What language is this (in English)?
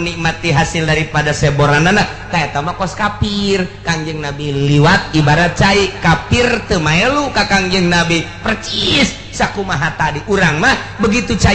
Sundanese